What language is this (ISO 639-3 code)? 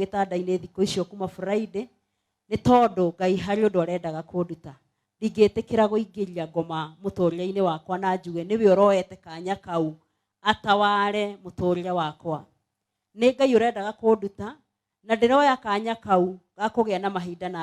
kik